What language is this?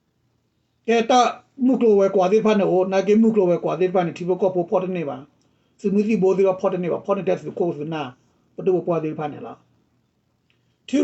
S'gaw Karen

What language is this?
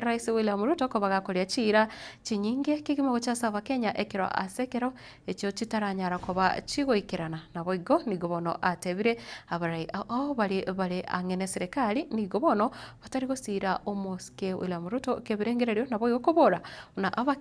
Gusii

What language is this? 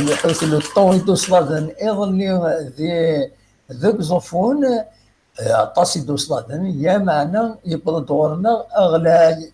Kabyle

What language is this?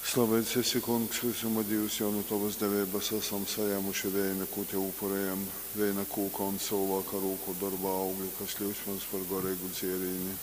Latgalian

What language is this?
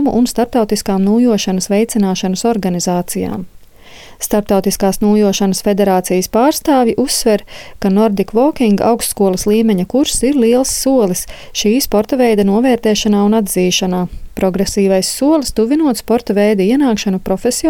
Latvian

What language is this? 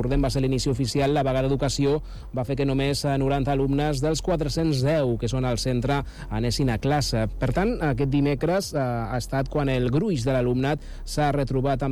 Catalan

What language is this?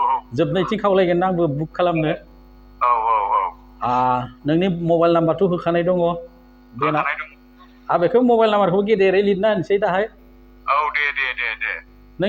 Bodo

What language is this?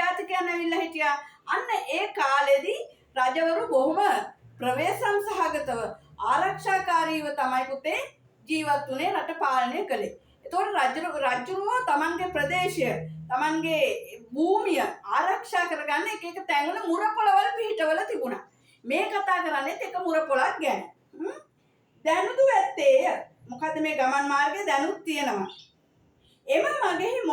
Sinhala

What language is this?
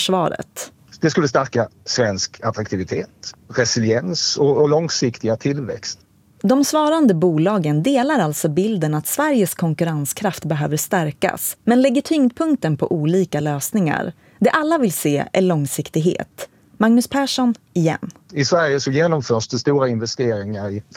Swedish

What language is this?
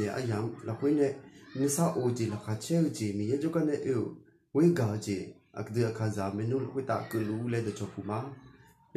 Akha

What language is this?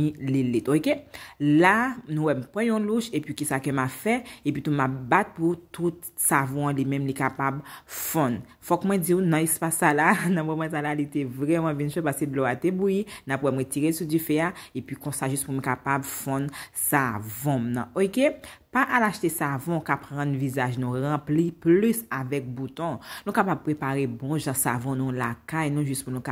Haitian Creole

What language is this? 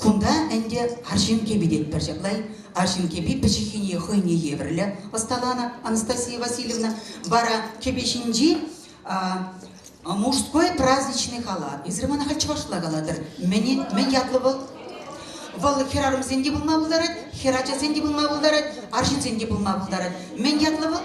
Chuvash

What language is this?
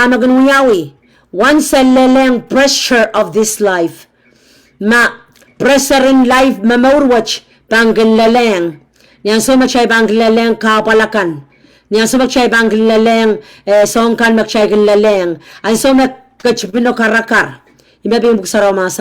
Pohnpeian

